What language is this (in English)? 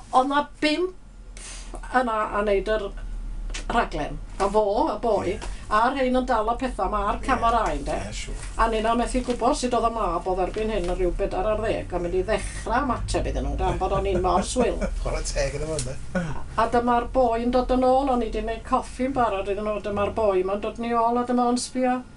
Welsh